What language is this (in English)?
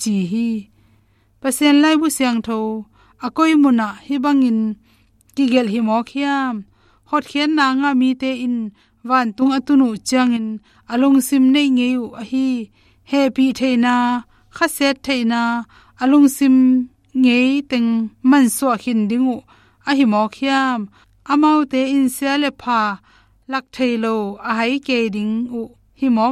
Tedim Chin